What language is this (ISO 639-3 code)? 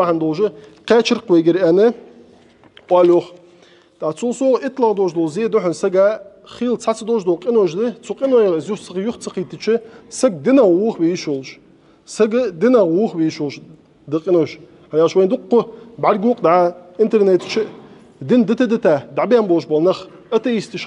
inh